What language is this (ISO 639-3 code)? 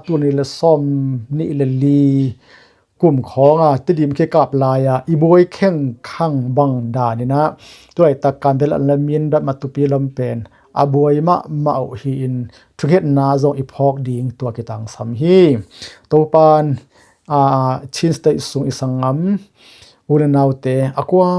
ctd